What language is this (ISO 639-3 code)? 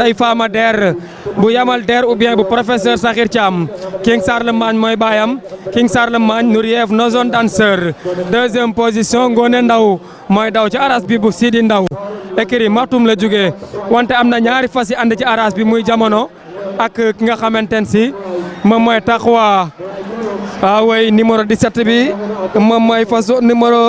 wol